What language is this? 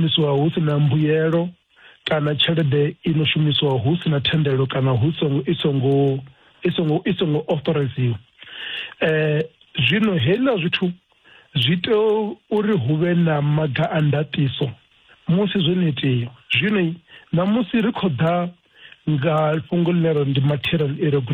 Venda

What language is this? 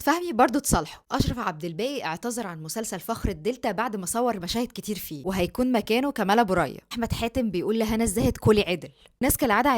Egyptian Arabic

